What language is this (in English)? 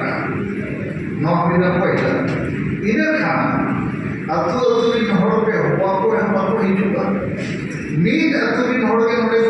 Santali